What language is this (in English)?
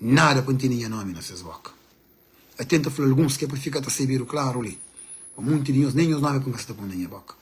Kabuverdianu